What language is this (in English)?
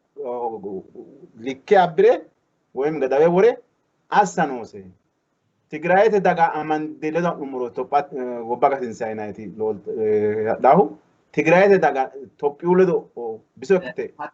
Sidamo